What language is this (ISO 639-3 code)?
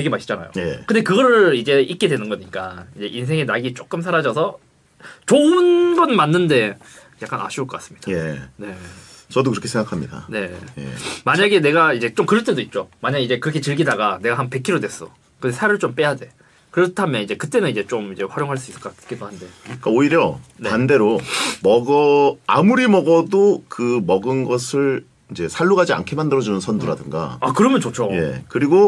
kor